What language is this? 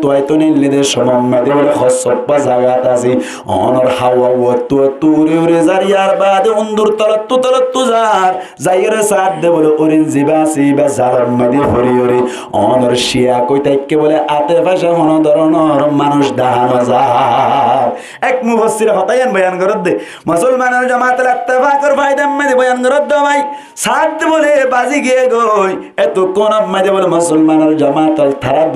Rohingya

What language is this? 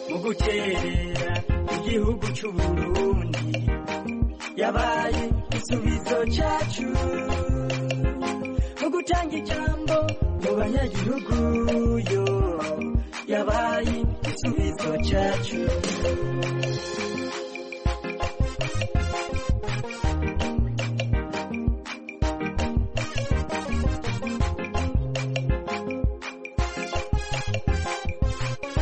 Kinyarwanda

